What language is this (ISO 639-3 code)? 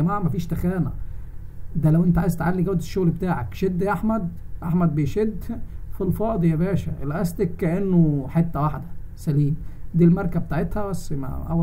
arz